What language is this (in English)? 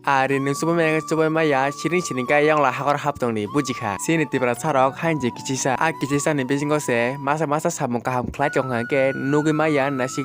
Kok Borok